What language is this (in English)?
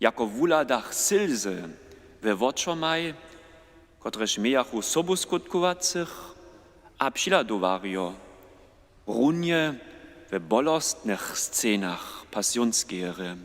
Upper Sorbian